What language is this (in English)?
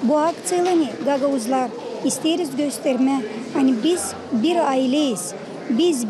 Crimean Tatar